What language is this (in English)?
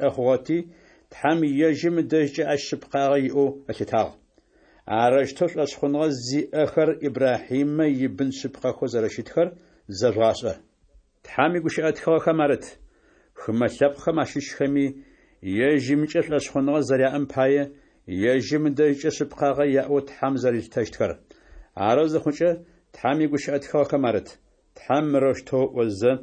Adyghe